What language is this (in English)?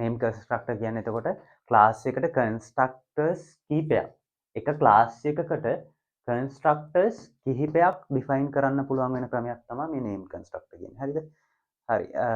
Sinhala